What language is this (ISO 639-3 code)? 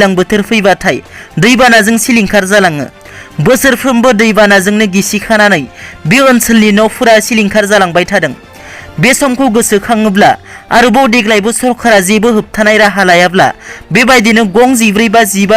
brx